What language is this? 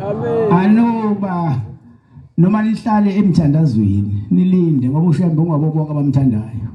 Zulu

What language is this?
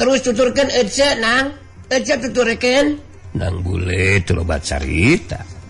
Sundanese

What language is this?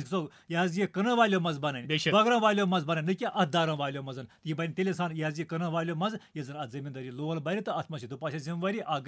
Kashmiri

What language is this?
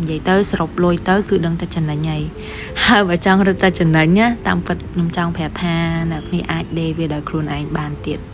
Khmer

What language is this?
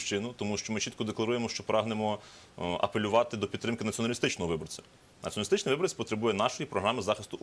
Ukrainian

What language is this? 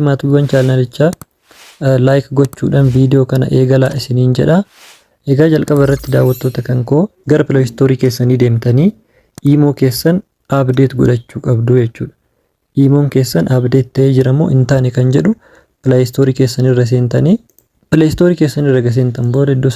Oromo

